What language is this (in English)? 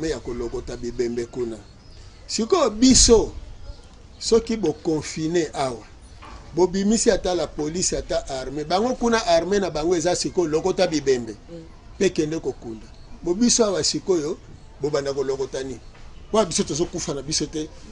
Lingala